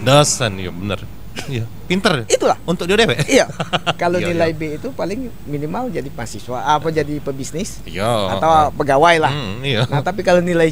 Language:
Musi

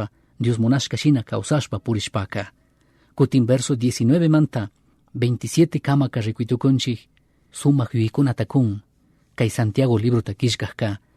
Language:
Chimborazo Highland Quichua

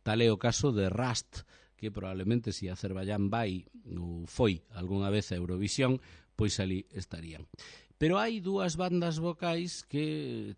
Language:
Galician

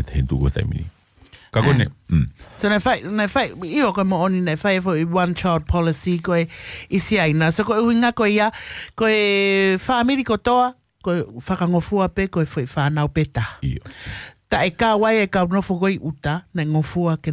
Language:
Tongan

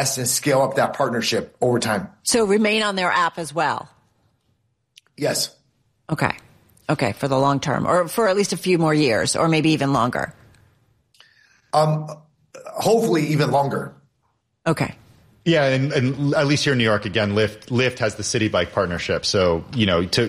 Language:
English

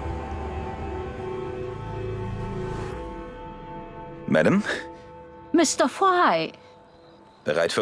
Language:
German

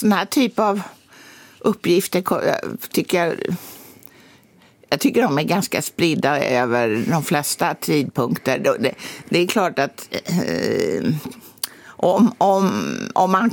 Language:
Swedish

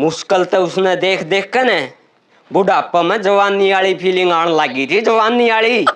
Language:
Haryanvi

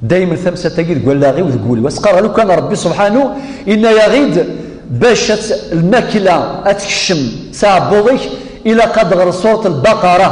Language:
Kabyle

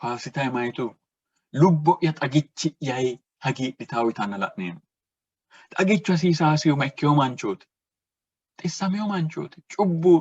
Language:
Sidamo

